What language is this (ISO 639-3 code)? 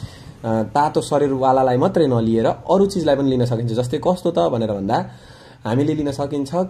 nep